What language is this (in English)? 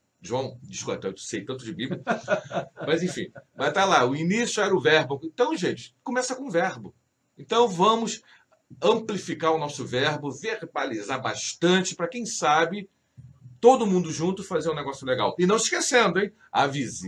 Portuguese